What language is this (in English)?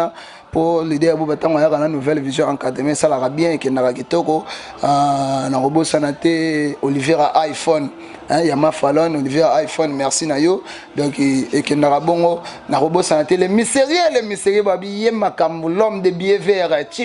Lingala